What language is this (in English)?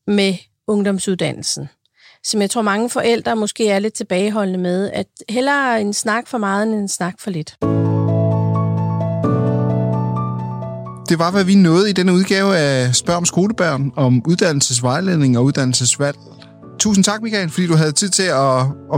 Danish